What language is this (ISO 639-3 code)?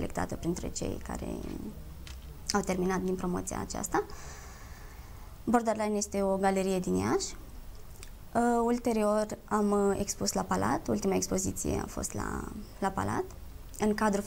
ron